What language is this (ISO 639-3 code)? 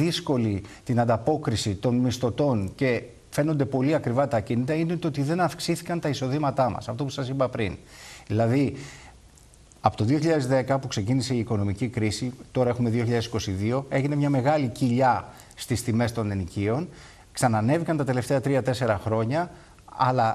ell